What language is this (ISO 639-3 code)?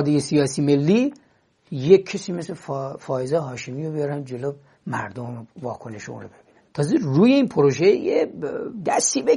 fas